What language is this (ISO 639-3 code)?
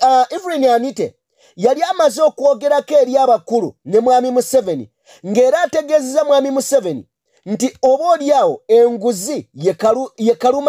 lug